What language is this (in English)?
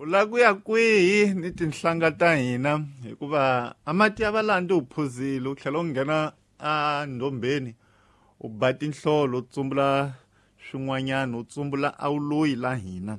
Tsonga